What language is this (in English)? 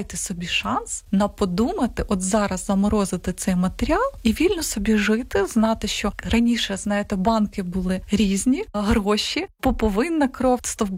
Ukrainian